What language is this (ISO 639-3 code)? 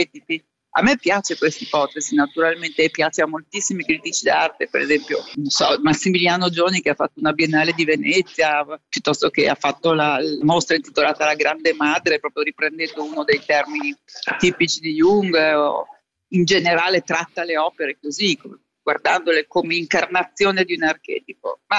ita